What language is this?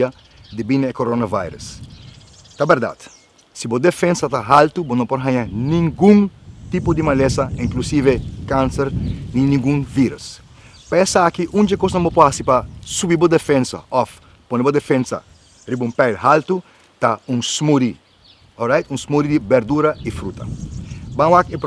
Papiamento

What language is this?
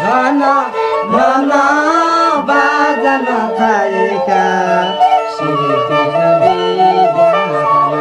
Newari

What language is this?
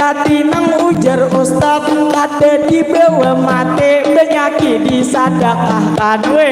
Banjar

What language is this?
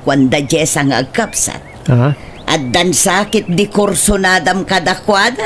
Iloko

